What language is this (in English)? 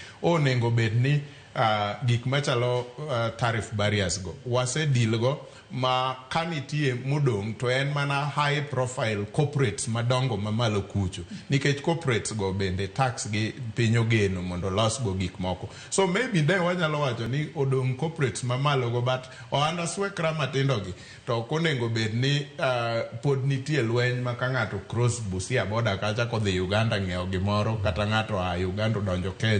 Luo (Kenya and Tanzania)